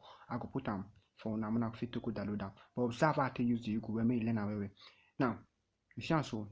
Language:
Nigerian Pidgin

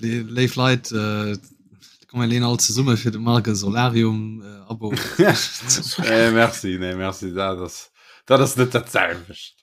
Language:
Luxembourgish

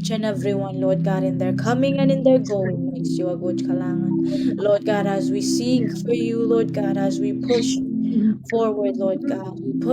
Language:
Pohnpeian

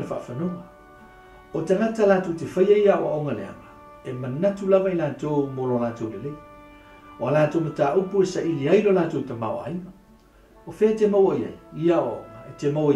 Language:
Samoan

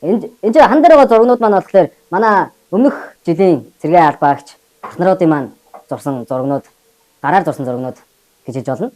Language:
Mongolian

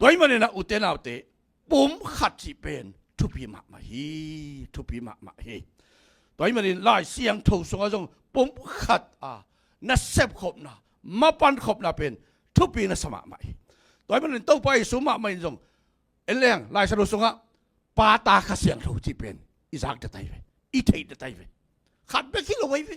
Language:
Tedim Chin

